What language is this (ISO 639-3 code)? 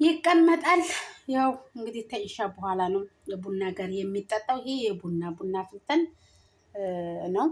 amh